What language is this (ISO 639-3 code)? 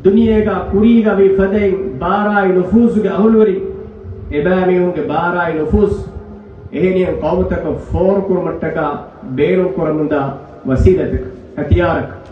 div